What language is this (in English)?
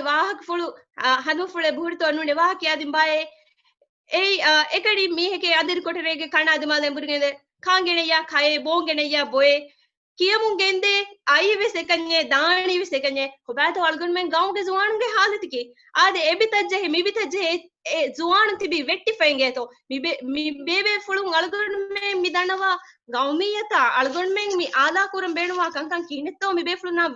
Divehi